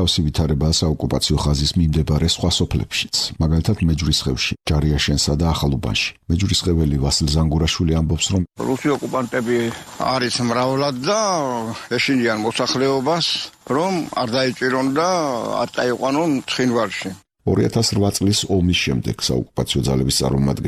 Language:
Georgian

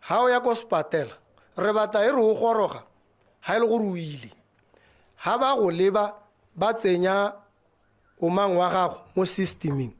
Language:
Tswana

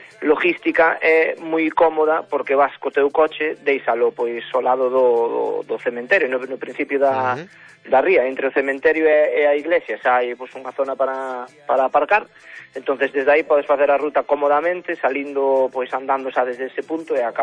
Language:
Galician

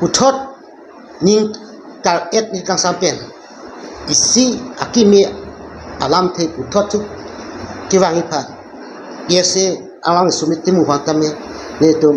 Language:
Karbi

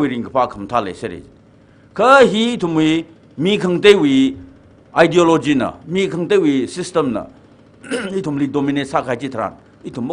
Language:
Tangkhul Naga (India)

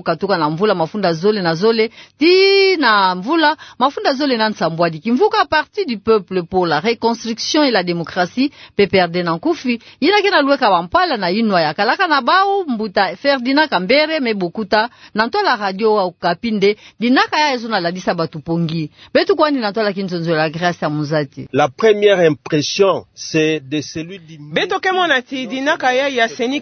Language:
Kituba (Democratic Republic of Congo)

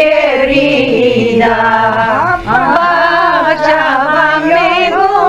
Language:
Ladino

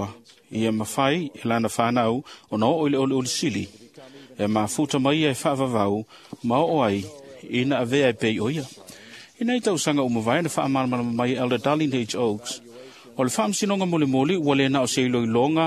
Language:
Samoan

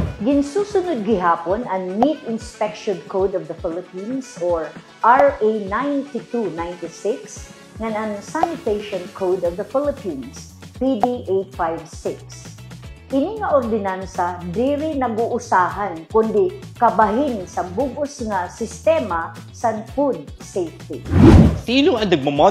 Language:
Waray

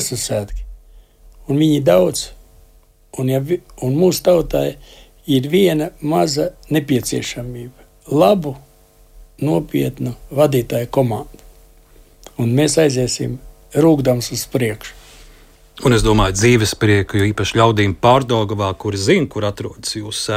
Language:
Latvian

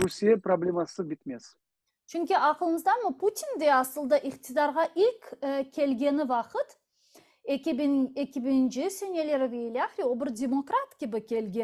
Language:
Crimean Tatar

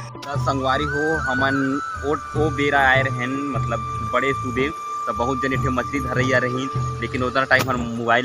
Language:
Chhattisgarhi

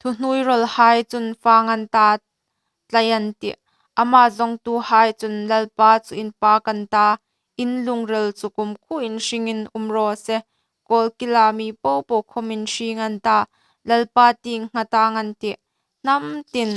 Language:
Hmar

